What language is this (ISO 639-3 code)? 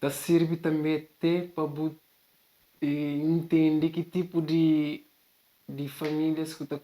kea